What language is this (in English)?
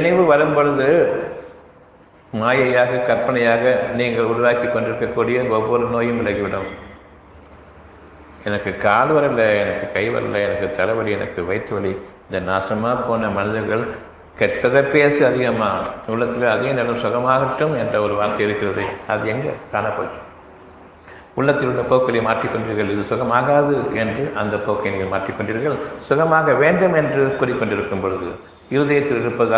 Tamil